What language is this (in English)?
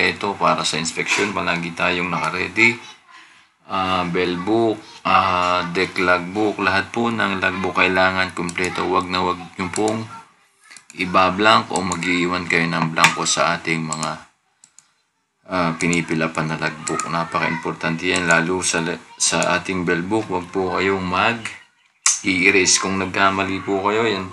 Filipino